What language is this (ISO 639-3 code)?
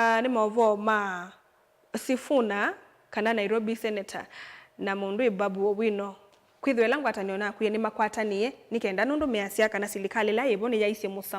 kam